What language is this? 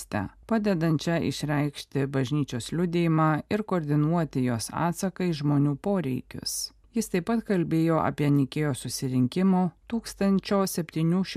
Lithuanian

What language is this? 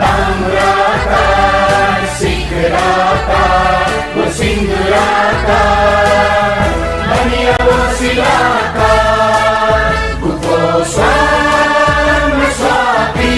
Newari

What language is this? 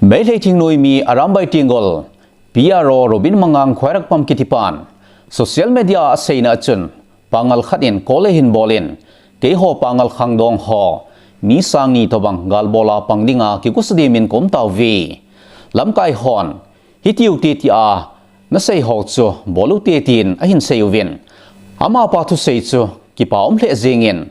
Thado Chin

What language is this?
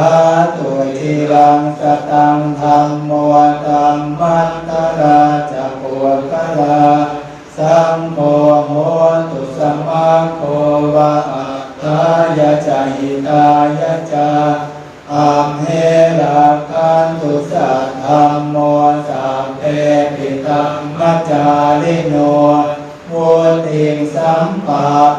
Pali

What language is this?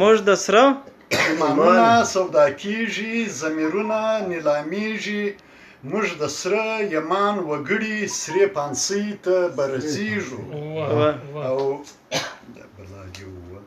Pashto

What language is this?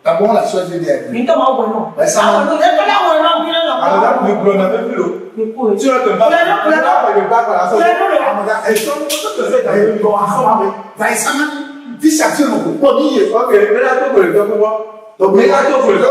Ewe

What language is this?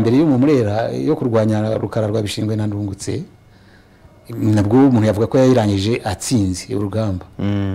Kinyarwanda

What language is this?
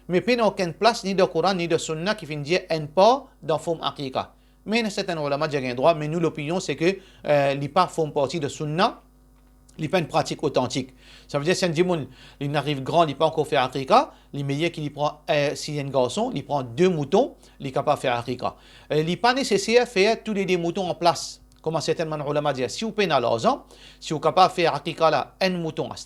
Morisyen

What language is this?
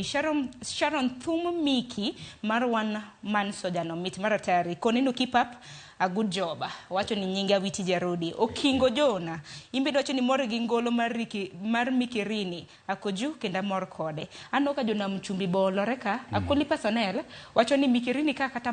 Luo (Kenya and Tanzania)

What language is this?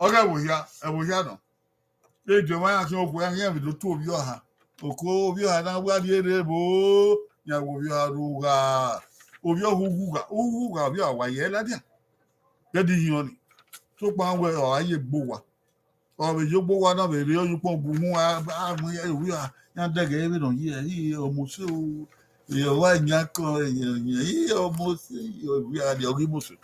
Bini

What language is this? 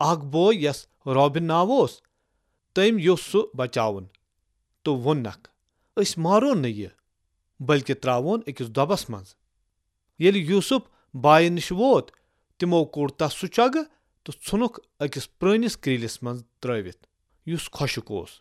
Kashmiri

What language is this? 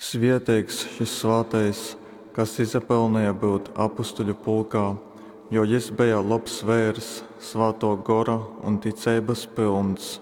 Latgalian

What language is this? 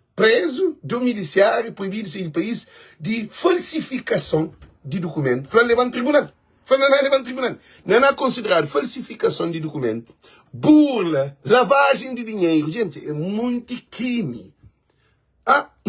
Kabuverdianu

